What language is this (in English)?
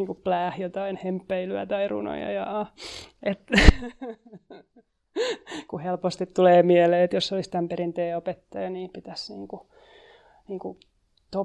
Finnish